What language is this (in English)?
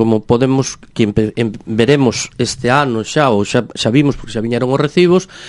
Galician